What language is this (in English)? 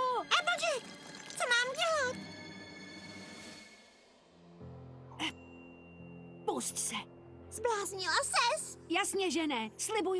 Czech